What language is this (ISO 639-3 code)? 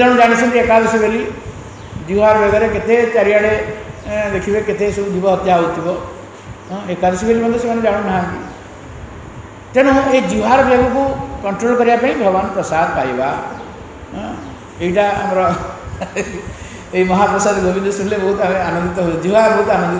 ori